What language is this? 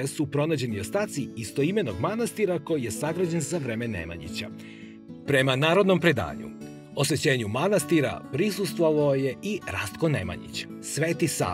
Serbian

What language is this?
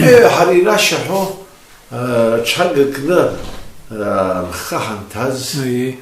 Abkhazian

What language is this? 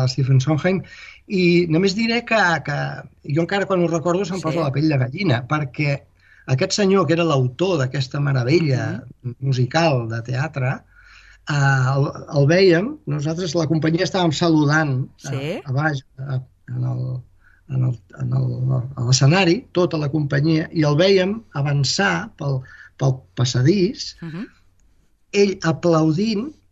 Catalan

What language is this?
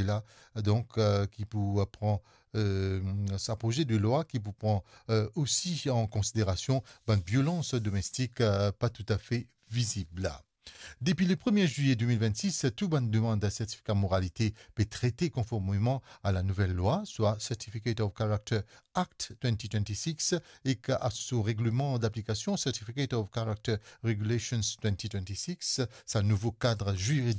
Morisyen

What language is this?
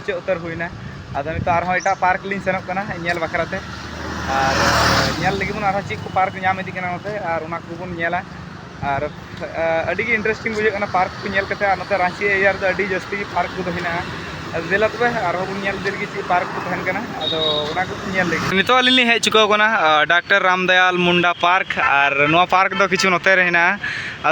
Santali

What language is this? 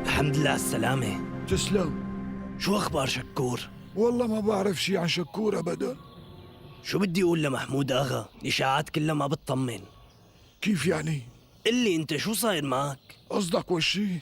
North Levantine Arabic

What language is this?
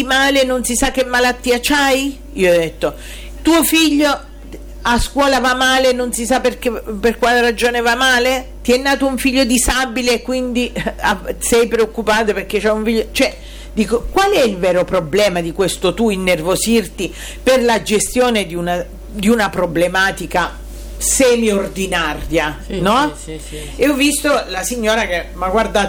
Italian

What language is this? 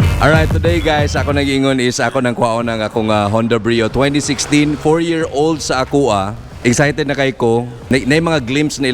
Cebuano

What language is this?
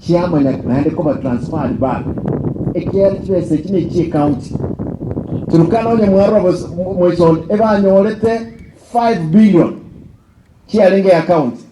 Gusii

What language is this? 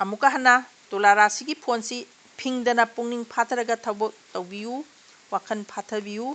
Manipuri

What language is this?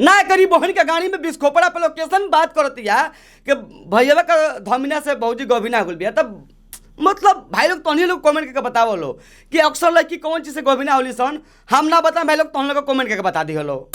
Bhojpuri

